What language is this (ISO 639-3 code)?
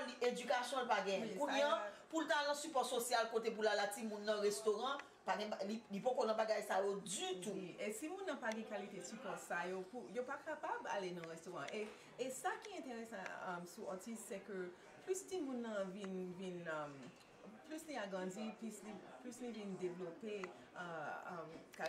hat